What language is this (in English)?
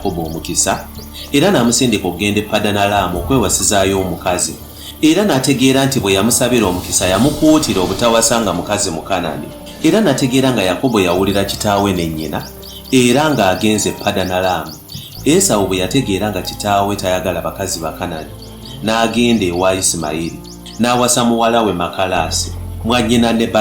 Ganda